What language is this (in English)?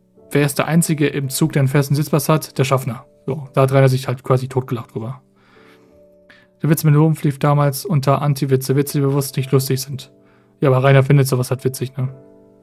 German